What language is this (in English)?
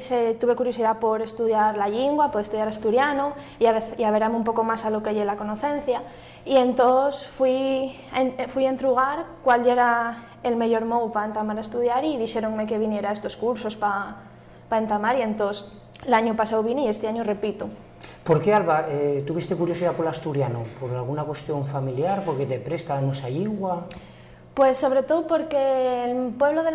Asturian